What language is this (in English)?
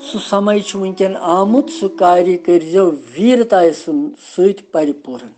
Kashmiri